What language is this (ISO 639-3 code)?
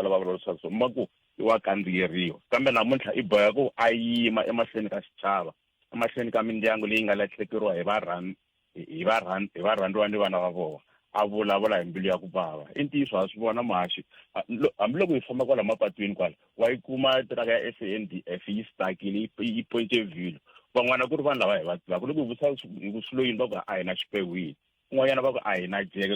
tso